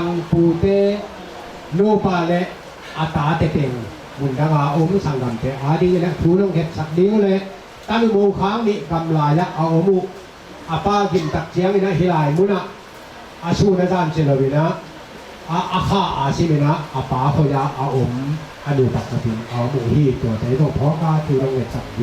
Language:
Tedim Chin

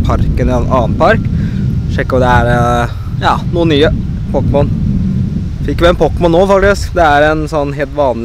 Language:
Norwegian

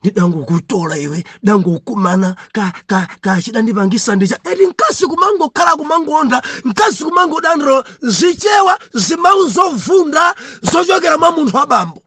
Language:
Nyanja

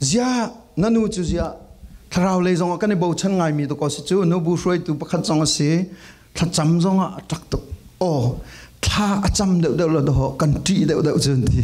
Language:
Falam Chin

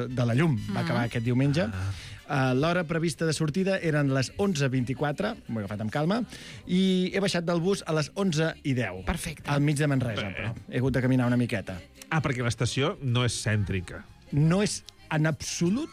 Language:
Catalan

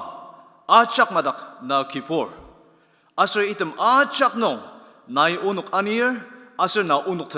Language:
Ao Naga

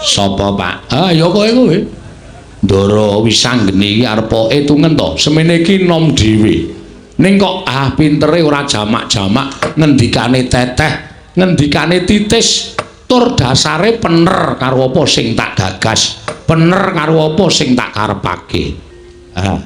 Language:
Javanese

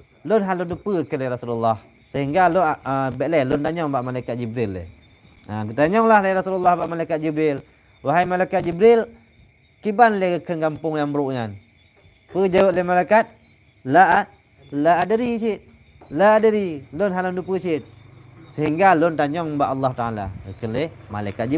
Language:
Achinese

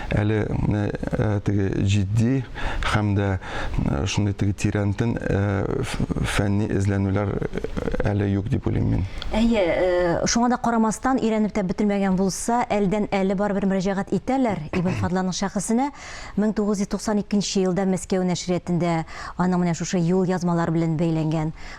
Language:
Tatar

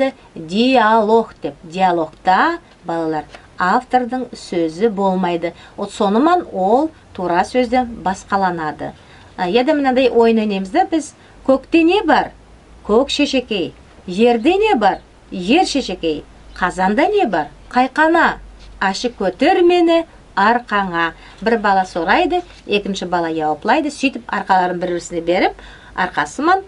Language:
Nogai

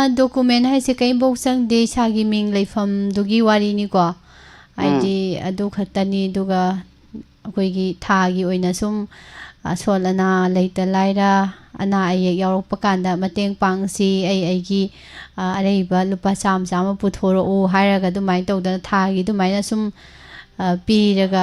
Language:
Manipuri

